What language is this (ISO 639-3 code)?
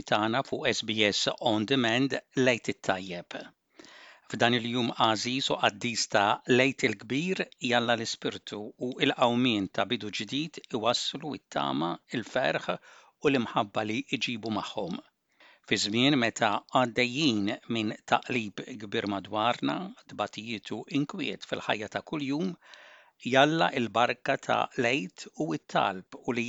mlt